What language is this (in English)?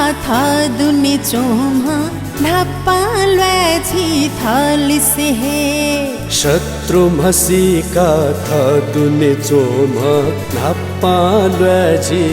Newari